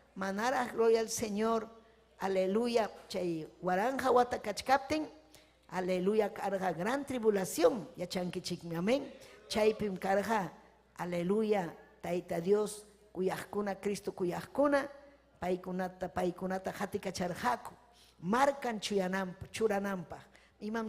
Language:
Ayacucho Quechua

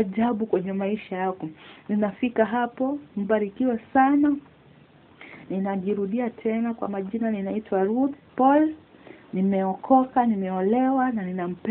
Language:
Swahili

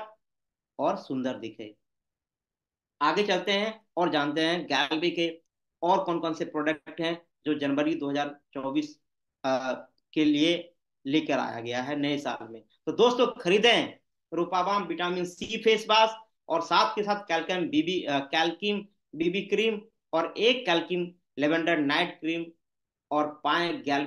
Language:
Hindi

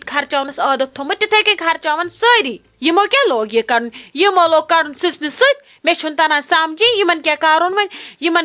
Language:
Kashmiri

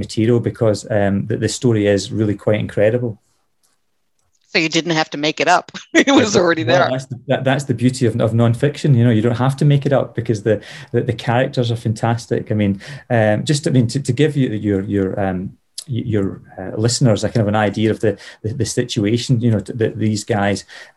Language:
English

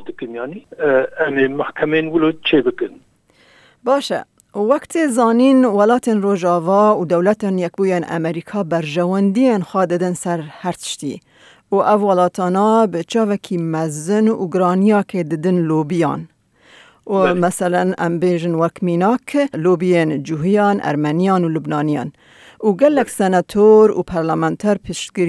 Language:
Kurdish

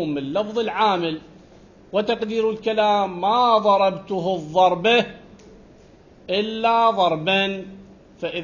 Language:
Arabic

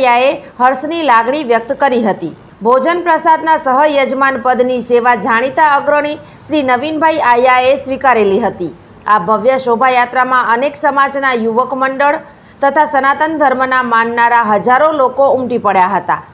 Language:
Gujarati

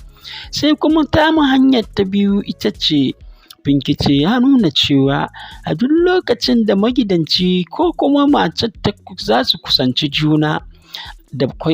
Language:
Hausa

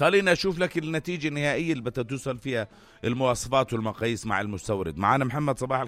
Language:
North Levantine Arabic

